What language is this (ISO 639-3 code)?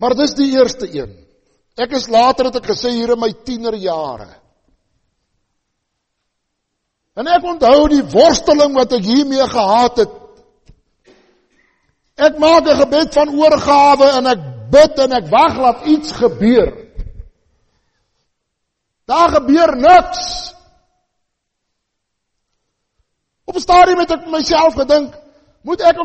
afr